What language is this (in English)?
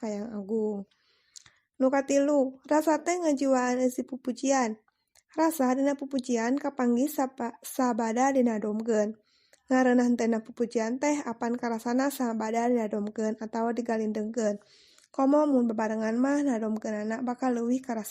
Sundanese